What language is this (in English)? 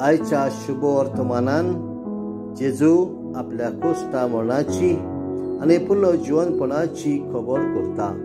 Konkani